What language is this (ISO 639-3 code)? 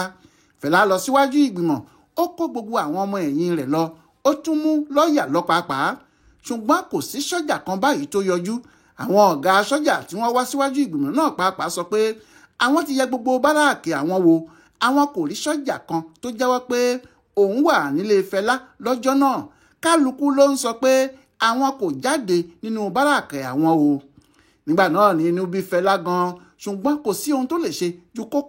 yor